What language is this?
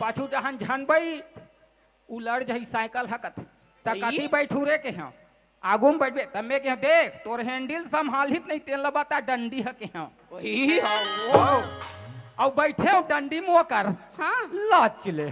Chhattisgarhi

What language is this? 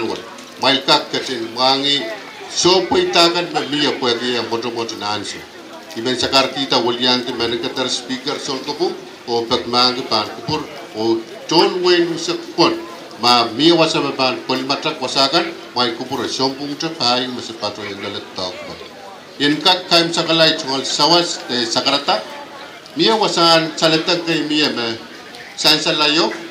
Pohnpeian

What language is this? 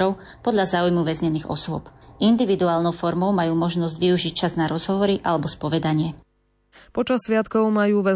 Slovak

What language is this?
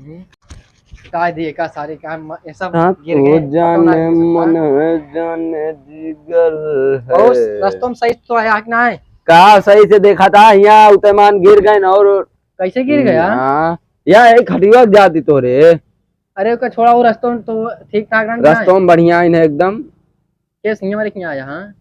Awadhi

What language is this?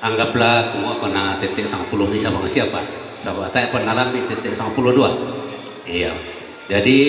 Toraja-Sa'dan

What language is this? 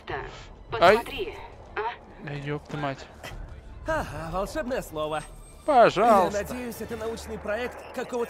Russian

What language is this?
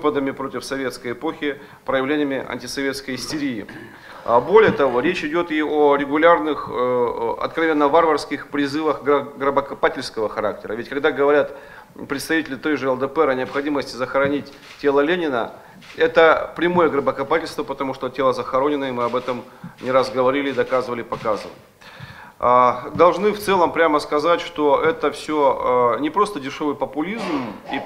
Russian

